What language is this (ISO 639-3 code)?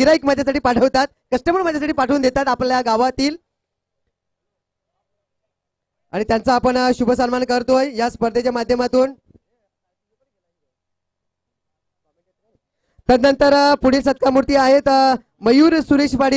mar